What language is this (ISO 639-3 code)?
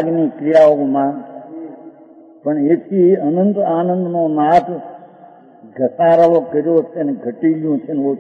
guj